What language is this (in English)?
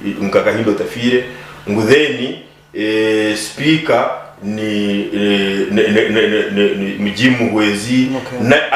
Nyankole